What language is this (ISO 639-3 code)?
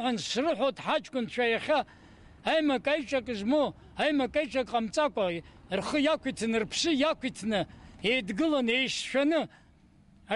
abk